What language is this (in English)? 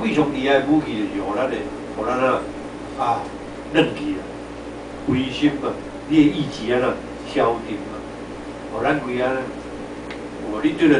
Min Nan Chinese